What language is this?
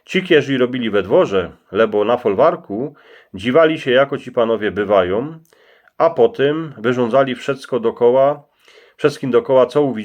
Silesian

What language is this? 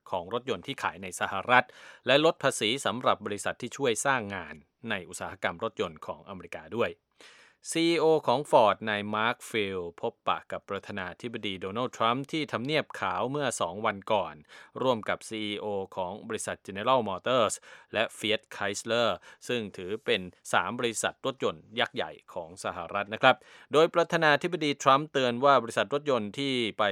Thai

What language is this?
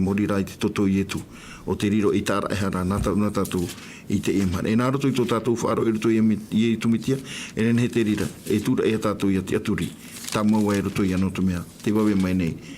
Tahitian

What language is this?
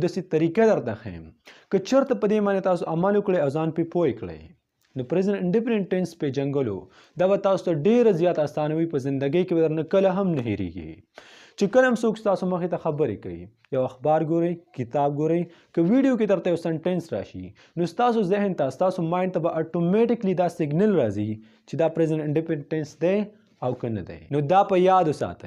Pashto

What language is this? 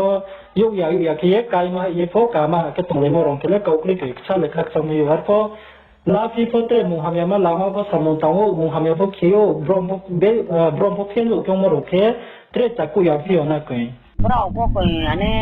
Riang (India)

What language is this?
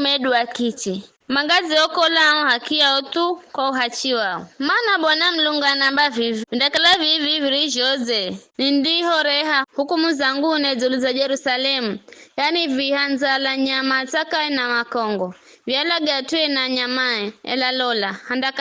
Giryama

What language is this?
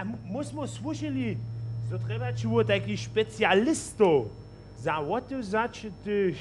Upper Sorbian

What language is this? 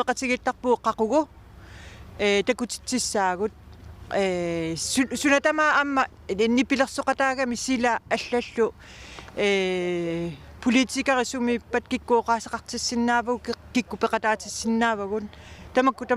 Kalaallisut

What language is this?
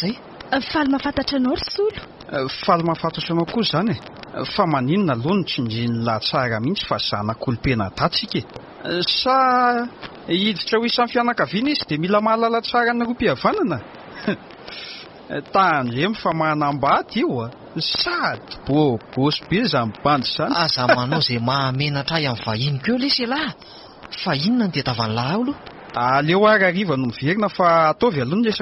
Malagasy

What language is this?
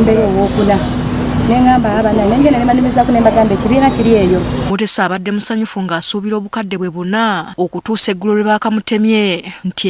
Ganda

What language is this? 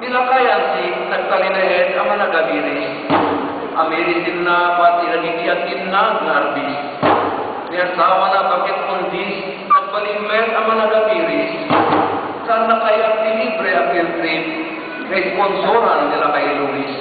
Iloko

